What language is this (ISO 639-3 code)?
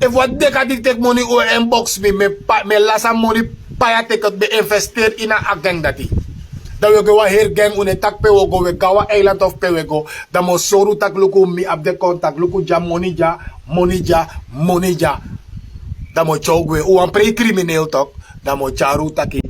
srn